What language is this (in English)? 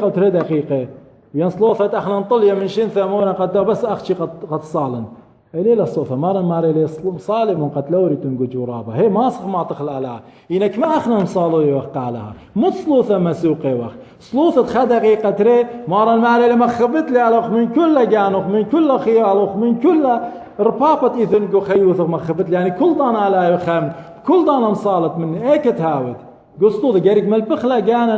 Assyrian Neo-Aramaic